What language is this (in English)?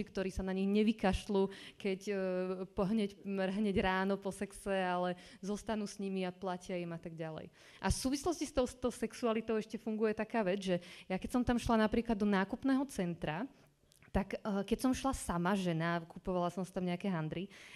Slovak